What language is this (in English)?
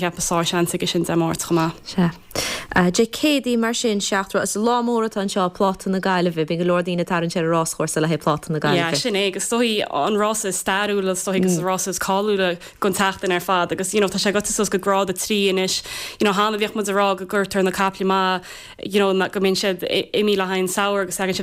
Irish